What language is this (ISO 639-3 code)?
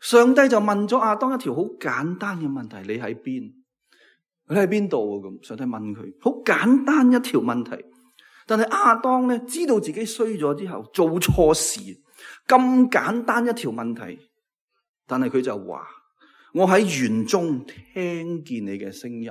yue